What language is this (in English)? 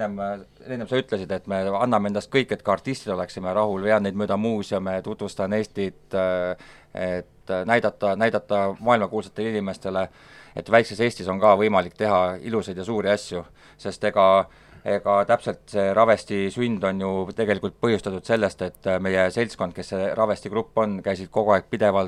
Estonian